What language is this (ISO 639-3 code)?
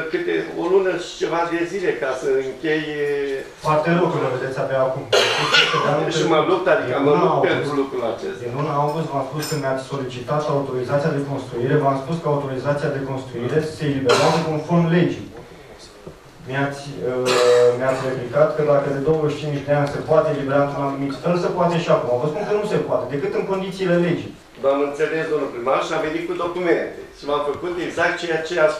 ron